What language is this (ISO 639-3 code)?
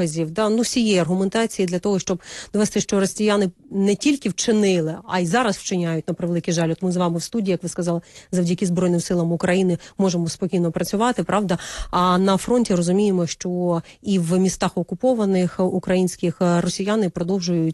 ukr